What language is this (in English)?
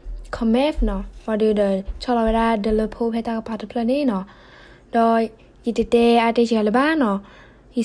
S'gaw Karen